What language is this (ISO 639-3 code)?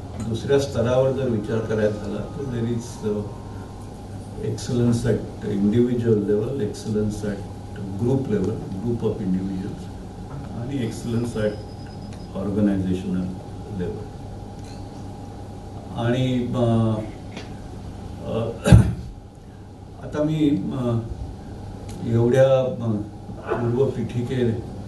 mar